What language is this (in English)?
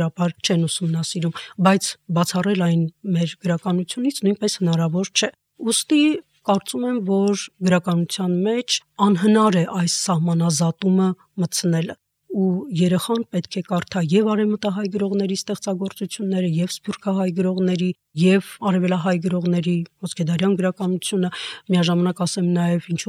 Armenian